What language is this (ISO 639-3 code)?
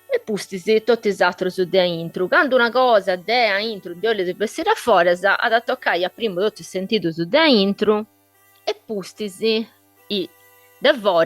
srd